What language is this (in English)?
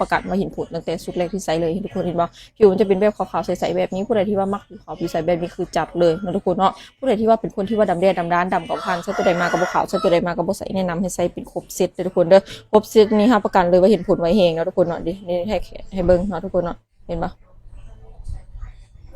Lao